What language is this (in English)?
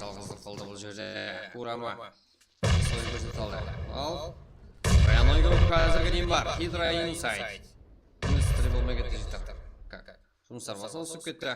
Kara-Kalpak